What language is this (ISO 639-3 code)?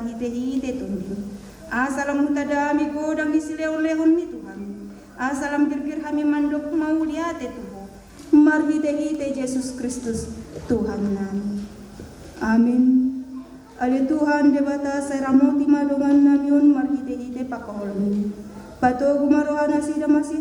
bbc